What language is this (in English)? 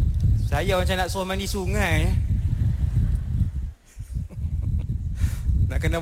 Malay